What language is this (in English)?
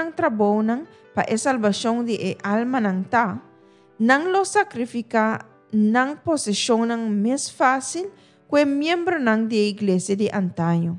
Papiamento